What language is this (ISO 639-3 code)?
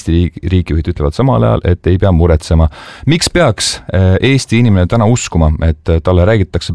est